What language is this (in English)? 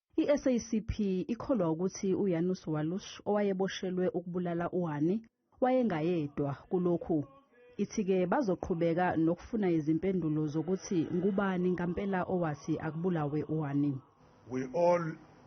Zulu